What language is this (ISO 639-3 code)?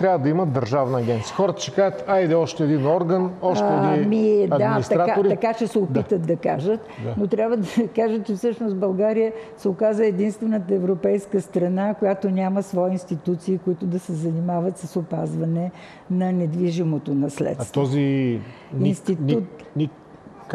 bul